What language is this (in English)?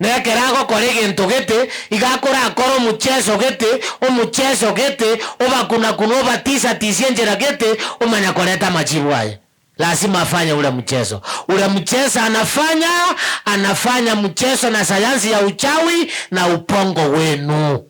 Gusii